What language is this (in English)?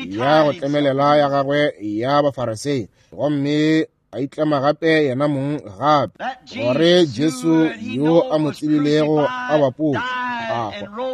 Northern Sotho